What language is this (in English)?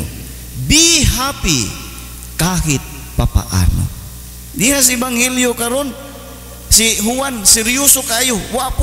Cebuano